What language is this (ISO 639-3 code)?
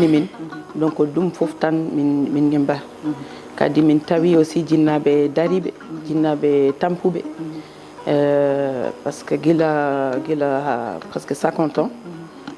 ful